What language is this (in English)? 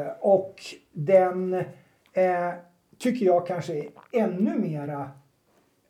Swedish